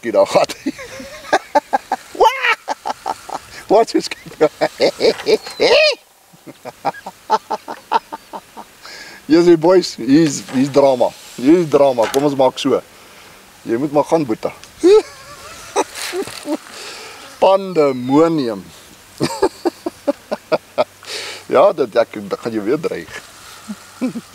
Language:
Afrikaans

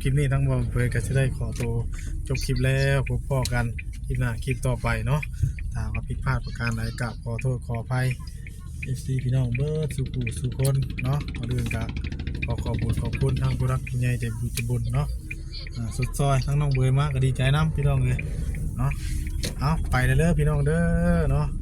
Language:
Northeastern Thai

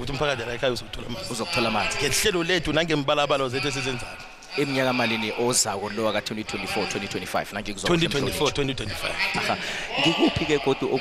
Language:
South Ndebele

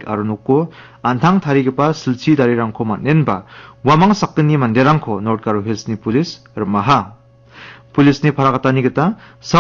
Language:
Garo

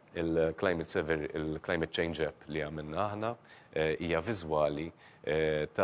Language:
Maltese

